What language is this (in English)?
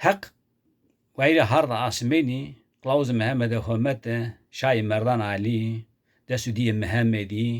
Zaza